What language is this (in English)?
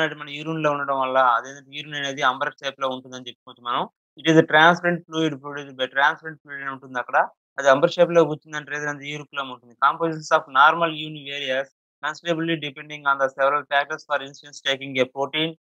Telugu